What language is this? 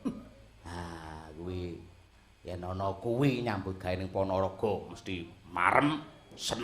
Javanese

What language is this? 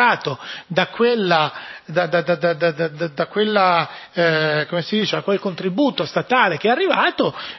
Italian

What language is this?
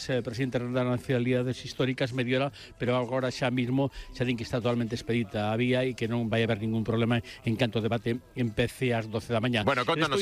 Galician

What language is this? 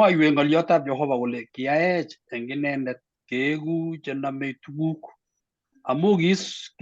Kalenjin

